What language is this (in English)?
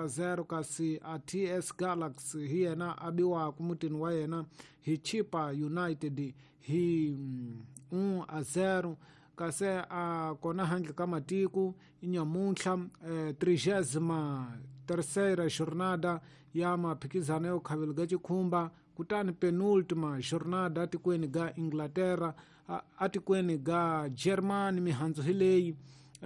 Tsonga